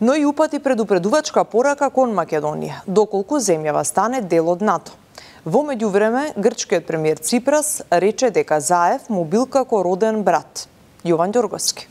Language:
Macedonian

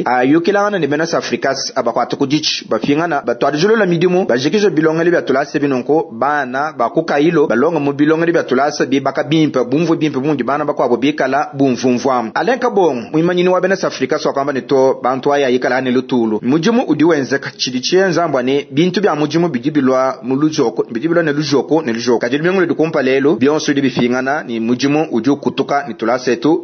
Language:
Luba-Lulua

